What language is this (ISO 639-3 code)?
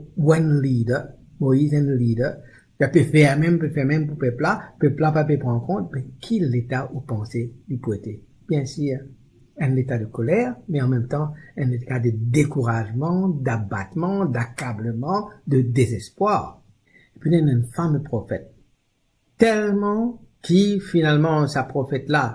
mfe